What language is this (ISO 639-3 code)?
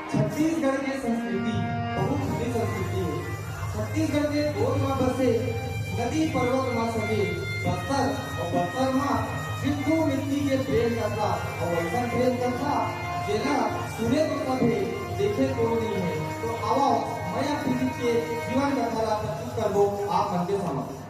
hne